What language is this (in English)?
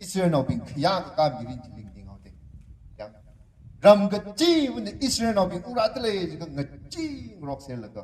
Tangkhul Naga (India)